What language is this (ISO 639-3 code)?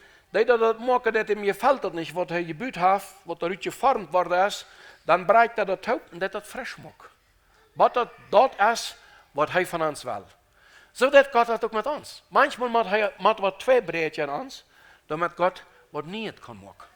pdt